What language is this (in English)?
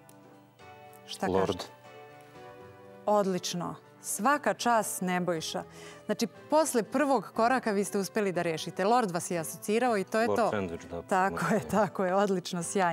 Serbian